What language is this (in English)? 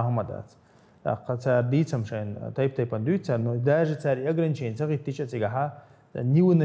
Chechen